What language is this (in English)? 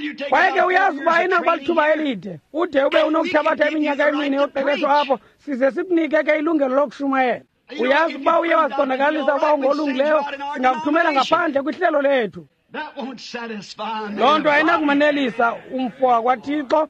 Xhosa